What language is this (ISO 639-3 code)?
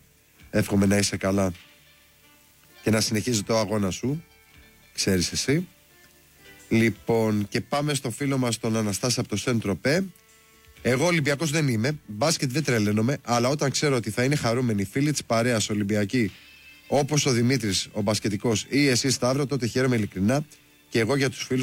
ell